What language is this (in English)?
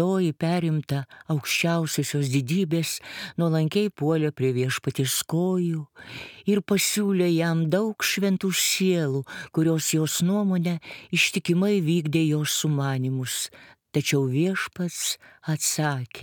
Lithuanian